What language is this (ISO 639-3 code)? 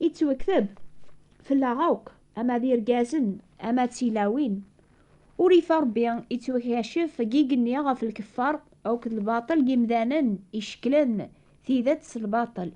kab